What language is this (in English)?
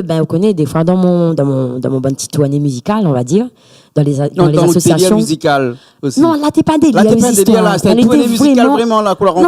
Réunion Creole French